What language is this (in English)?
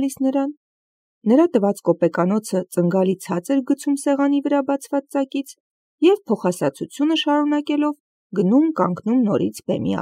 Armenian